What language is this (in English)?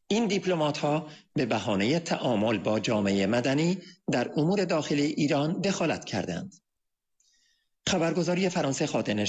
Persian